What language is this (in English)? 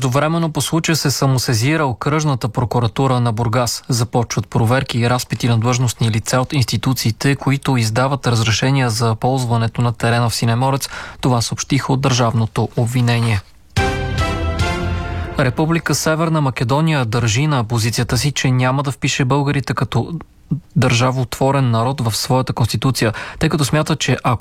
Bulgarian